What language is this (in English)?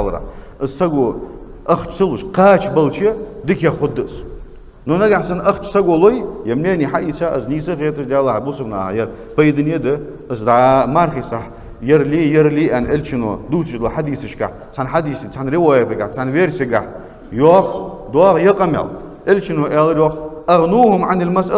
Ingush